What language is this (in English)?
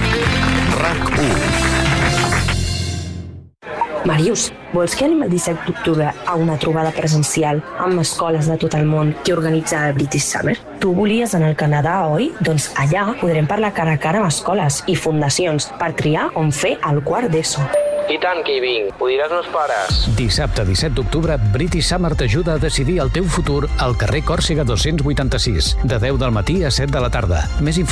Catalan